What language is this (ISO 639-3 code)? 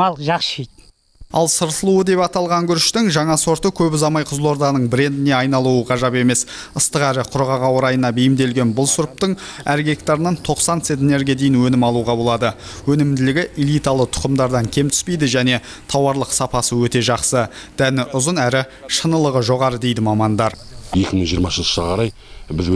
kaz